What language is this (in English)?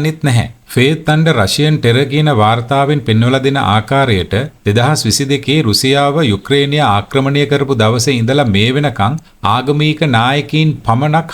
Sinhala